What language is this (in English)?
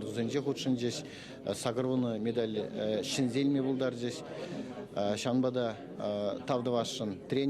Chuvash